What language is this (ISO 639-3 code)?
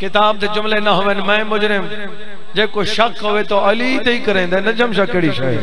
skr